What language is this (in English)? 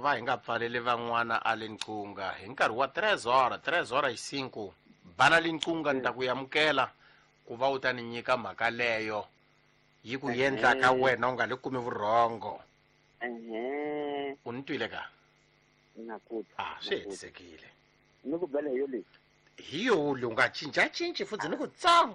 Tsonga